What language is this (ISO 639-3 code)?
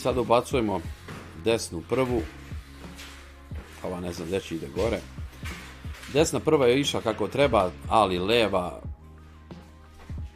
srp